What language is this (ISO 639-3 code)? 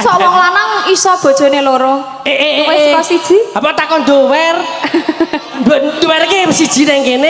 jav